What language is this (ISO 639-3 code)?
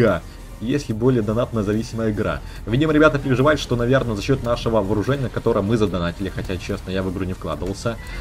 rus